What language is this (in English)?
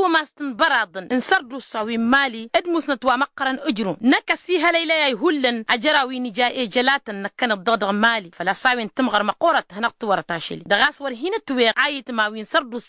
Tamasheq